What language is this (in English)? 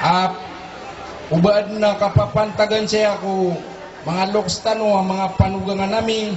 Maranao